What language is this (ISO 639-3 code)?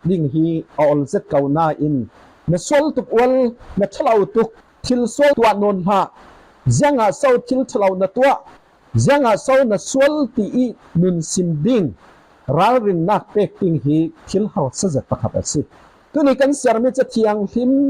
cfm